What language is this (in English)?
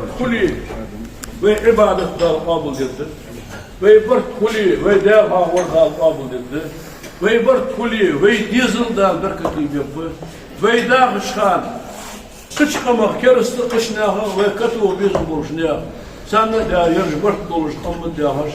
Ingush